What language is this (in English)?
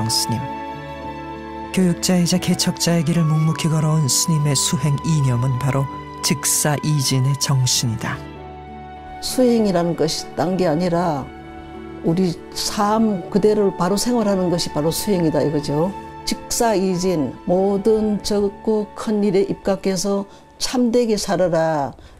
Korean